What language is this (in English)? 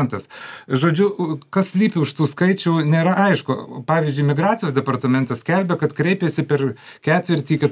Lithuanian